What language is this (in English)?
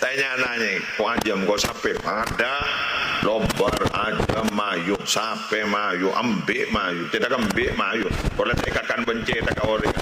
Madurese